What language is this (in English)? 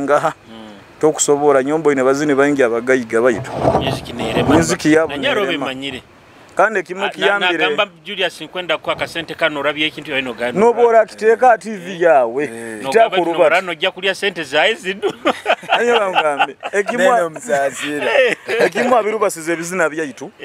Nyoro